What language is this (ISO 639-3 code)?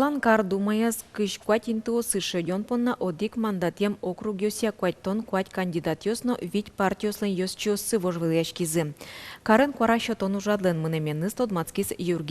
udm